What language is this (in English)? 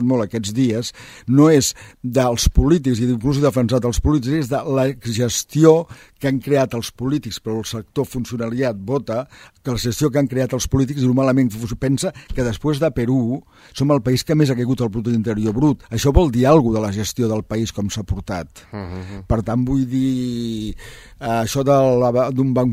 Catalan